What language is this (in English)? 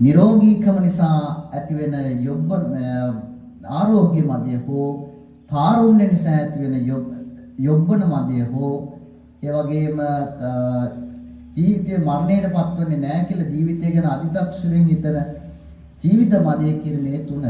Sinhala